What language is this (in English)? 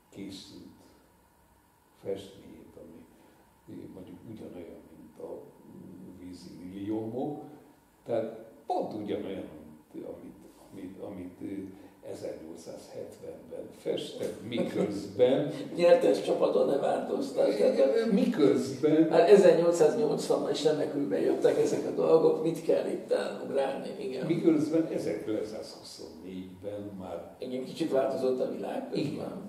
Hungarian